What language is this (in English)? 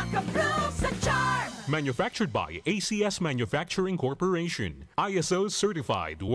Bikol